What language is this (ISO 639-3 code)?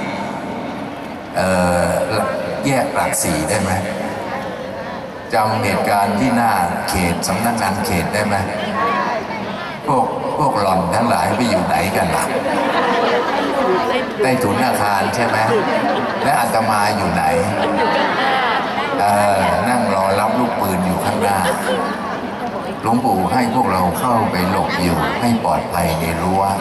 tha